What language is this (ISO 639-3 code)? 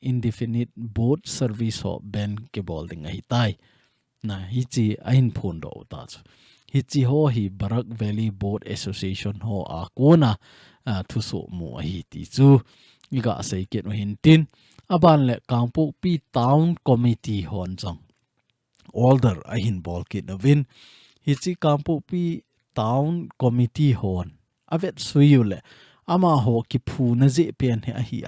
tcz